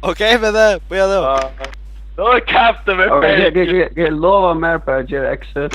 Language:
Faroese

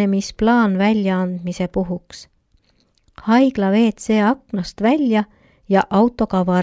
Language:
Estonian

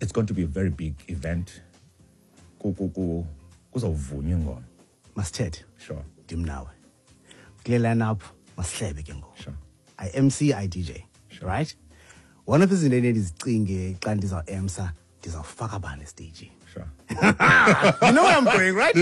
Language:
Xhosa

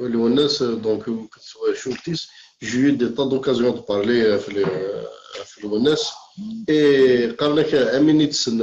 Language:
Kabyle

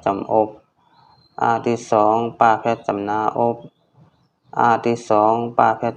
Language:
Shan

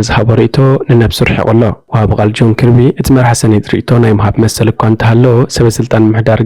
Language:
Tigrinya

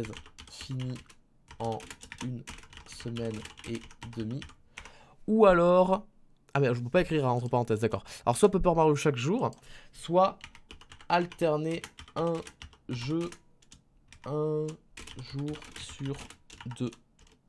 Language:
French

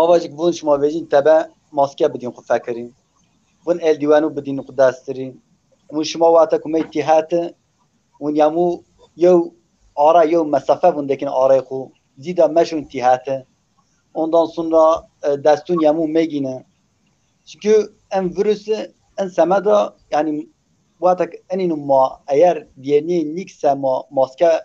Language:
Zaza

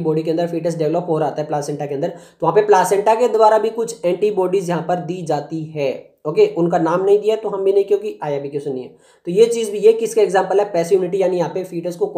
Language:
Hindi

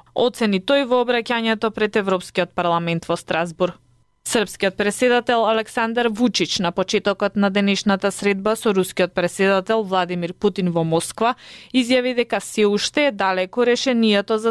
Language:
Macedonian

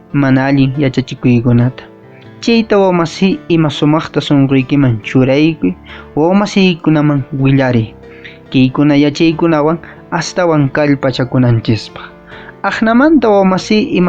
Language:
Quechua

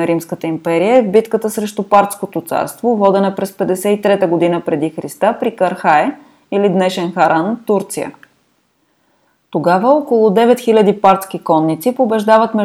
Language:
Bulgarian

